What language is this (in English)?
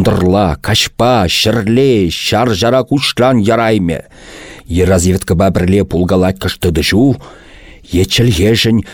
Chuvash